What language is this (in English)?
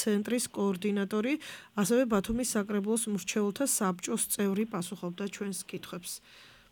Georgian